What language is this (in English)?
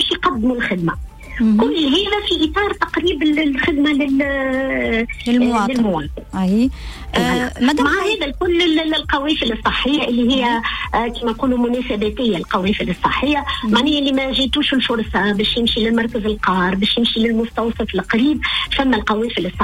Tunisian Arabic